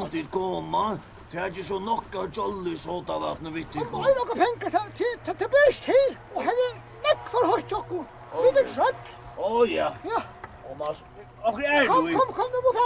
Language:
Faroese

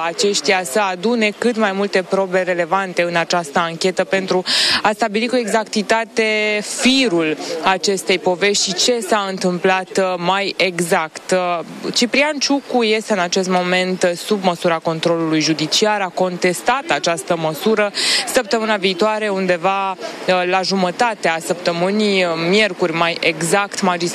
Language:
Romanian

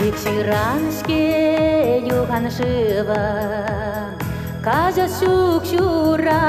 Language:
Chuvash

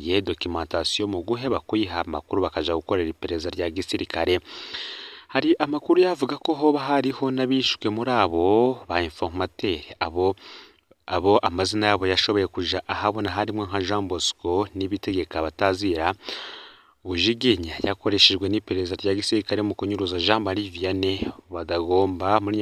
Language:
Rundi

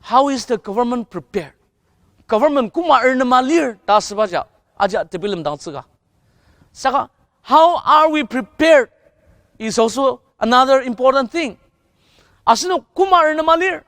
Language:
Ao Naga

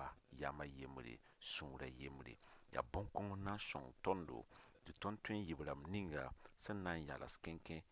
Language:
Mossi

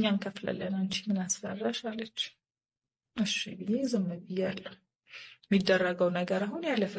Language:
Amharic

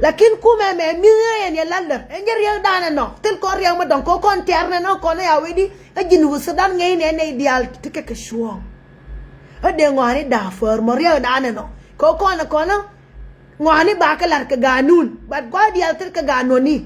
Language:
Nuer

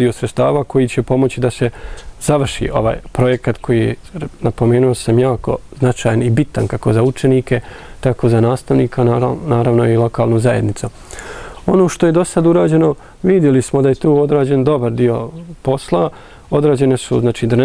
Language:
Bosnian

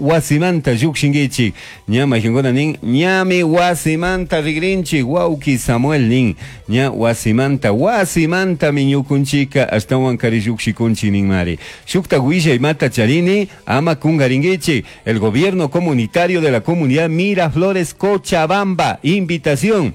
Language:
Chimborazo Highland Quichua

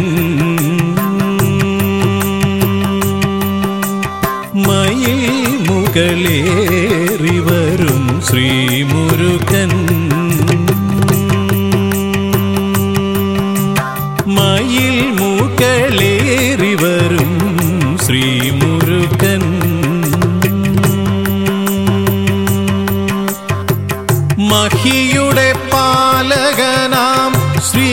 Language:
Malayalam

